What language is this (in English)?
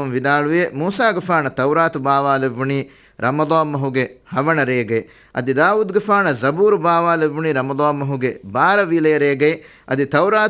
Divehi